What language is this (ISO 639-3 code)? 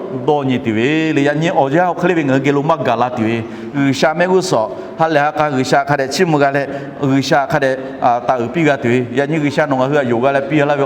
lhu